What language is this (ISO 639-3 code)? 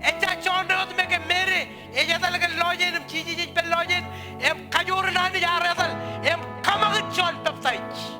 mah